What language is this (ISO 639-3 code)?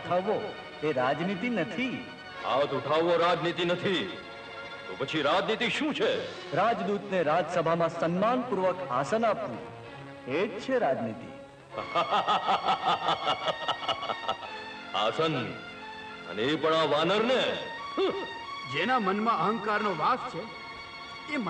guj